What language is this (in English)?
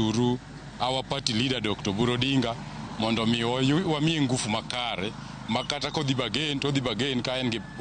Luo (Kenya and Tanzania)